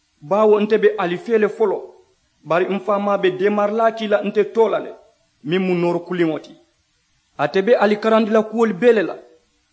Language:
Mandingo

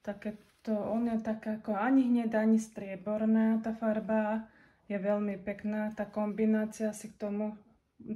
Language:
Slovak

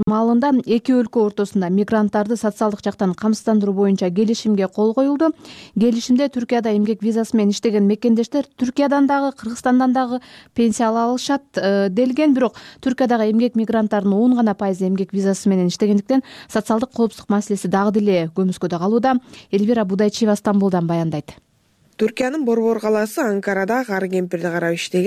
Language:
Kyrgyz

